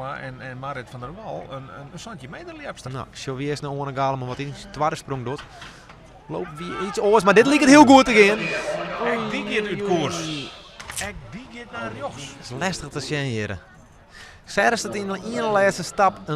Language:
Western Frisian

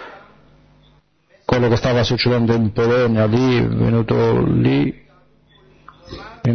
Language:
Italian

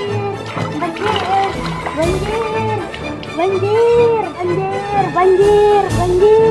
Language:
Banjar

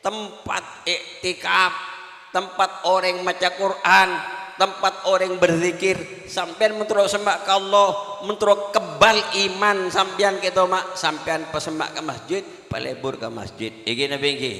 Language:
Madurese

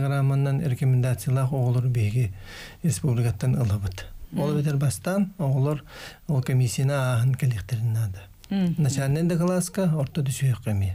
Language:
Yakut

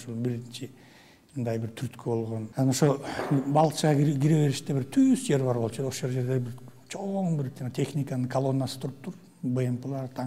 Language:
Kyrgyz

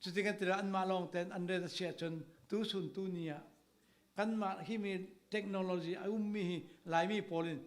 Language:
Falam Chin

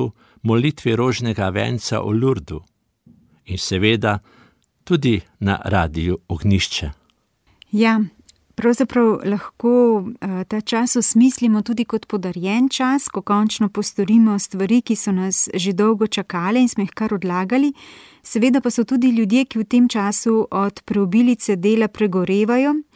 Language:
Slovenian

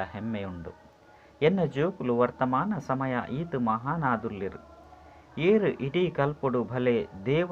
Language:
Tulu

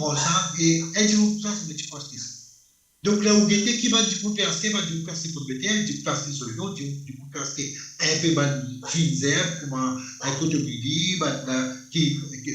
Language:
Morisyen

